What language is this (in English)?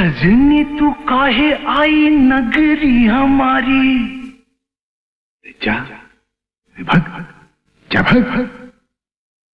Bhojpuri